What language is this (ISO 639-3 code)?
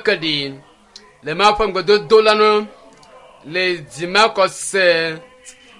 ewe